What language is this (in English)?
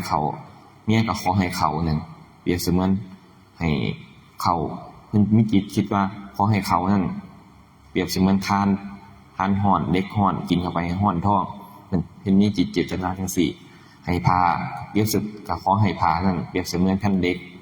Northeastern Thai